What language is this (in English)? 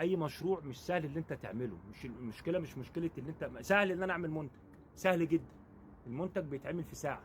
Egyptian Arabic